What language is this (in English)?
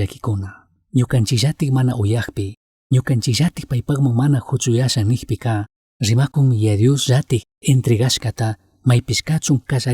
Chimborazo Highland Quichua